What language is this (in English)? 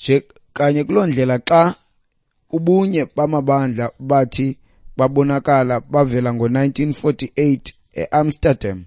Xhosa